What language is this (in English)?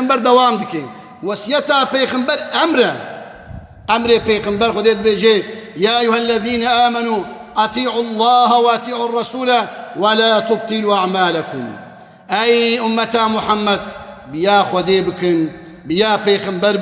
Kurdish